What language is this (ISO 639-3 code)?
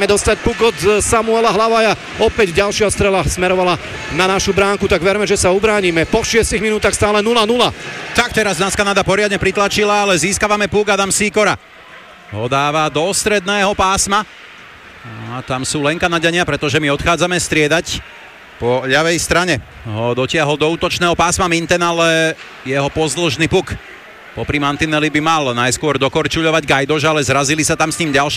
slk